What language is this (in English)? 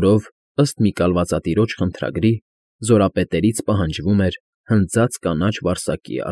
Armenian